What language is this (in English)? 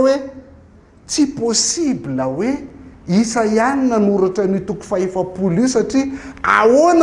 Malagasy